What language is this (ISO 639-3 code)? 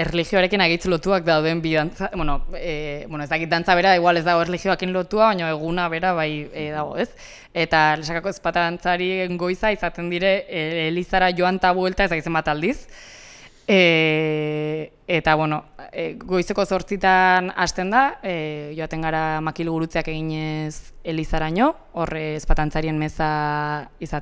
eus